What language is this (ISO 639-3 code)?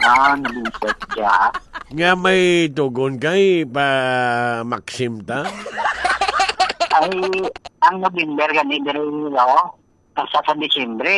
hil